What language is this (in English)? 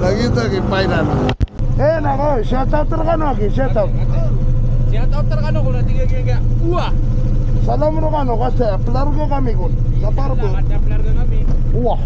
Maranao